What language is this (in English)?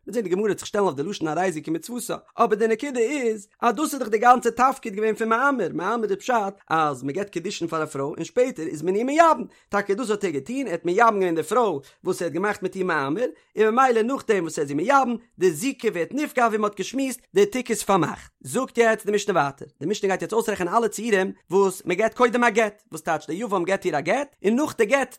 Yiddish